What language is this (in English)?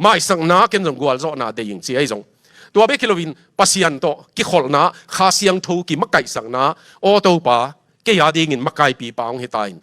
Tedim Chin